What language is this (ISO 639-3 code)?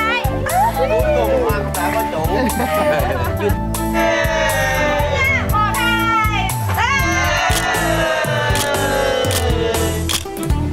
vie